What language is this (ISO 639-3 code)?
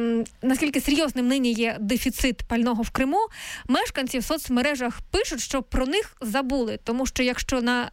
ukr